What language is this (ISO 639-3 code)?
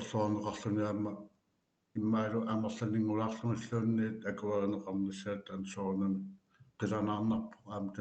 kal